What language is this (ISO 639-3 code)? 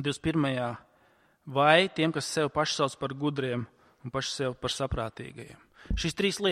lav